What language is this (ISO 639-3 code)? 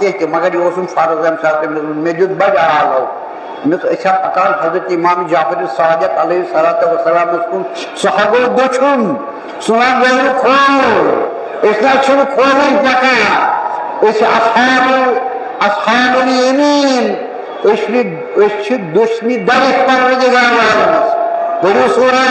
kas